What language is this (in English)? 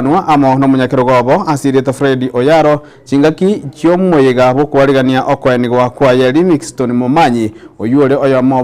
Gusii